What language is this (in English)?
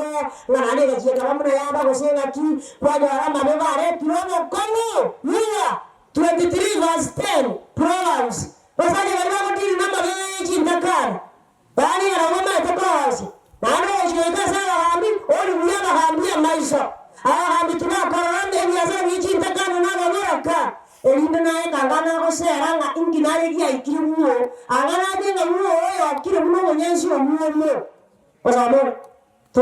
Gusii